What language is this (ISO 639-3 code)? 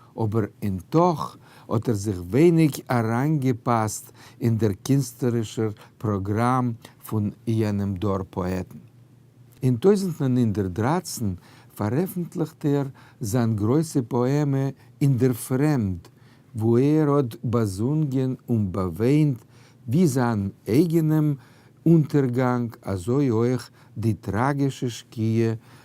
yid